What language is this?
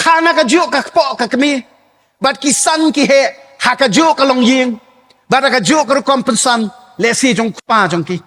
Khasi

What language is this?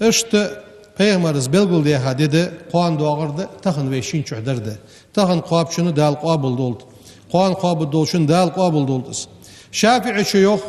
Ingush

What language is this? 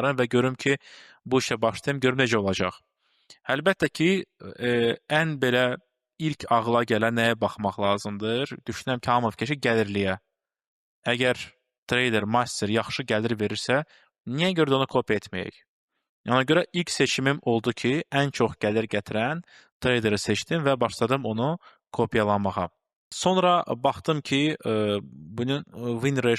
Azerbaijani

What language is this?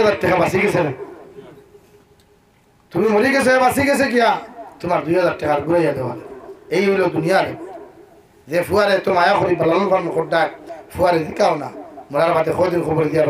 Sylheti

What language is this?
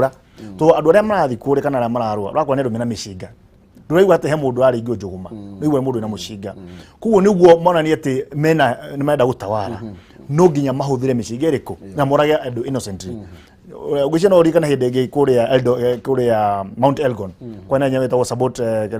Kikuyu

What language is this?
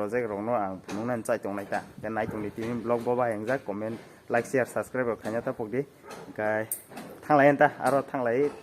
Kok Borok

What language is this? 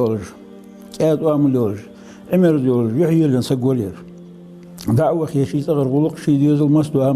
Ingush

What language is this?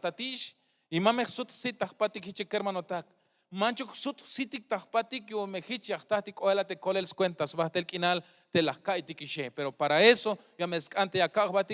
Tzeltal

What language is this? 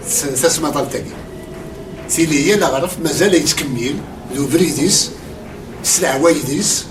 Kabyle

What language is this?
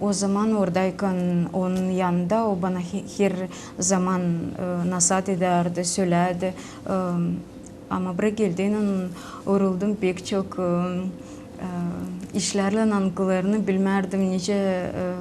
Gagauz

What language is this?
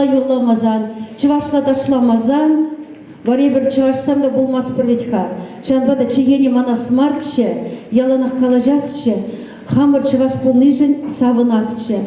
Chuvash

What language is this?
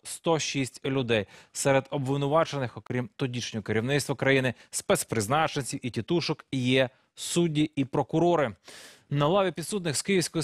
Ukrainian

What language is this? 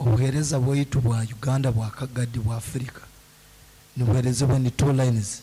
Nyankole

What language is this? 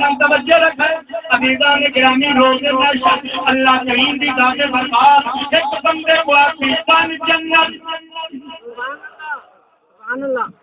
Saraiki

